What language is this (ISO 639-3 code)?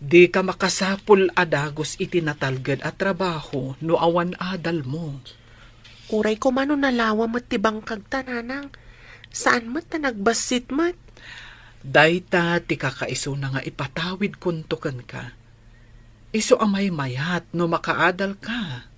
ilo